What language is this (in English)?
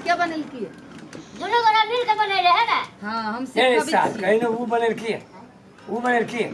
Maithili